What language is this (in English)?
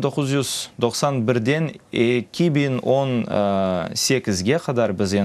Crimean Tatar